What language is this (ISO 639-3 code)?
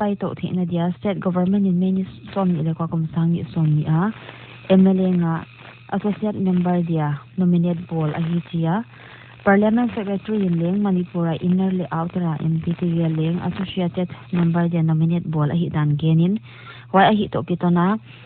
pck